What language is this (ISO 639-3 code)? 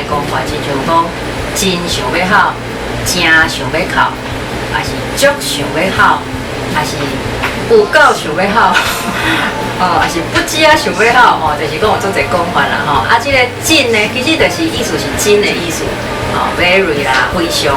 nan